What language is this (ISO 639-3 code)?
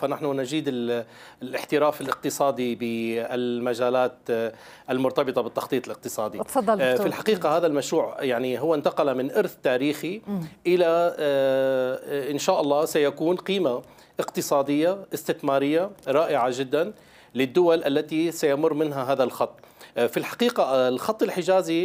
ara